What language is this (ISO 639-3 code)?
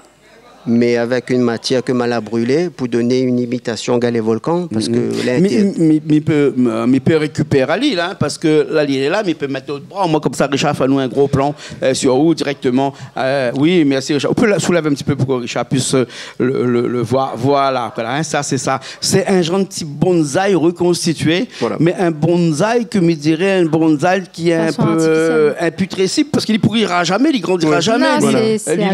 rcf